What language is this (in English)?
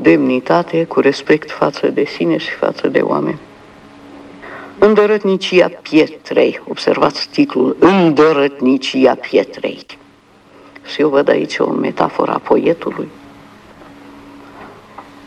Romanian